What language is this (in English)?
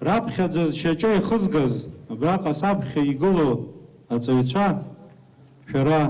Abkhazian